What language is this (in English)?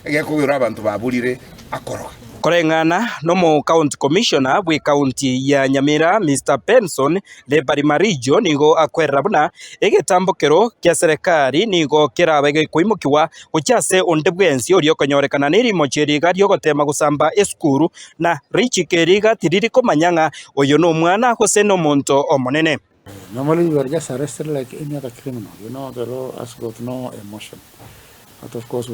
Gusii